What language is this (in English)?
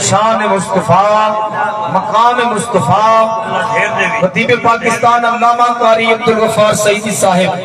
Saraiki